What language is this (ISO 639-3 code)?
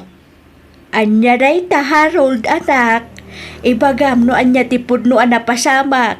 ilo